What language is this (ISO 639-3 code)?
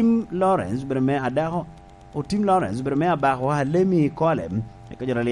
laj